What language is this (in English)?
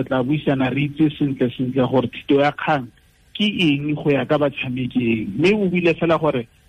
Tswana